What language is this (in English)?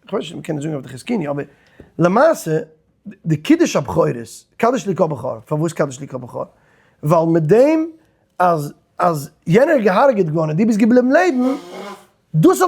Yiddish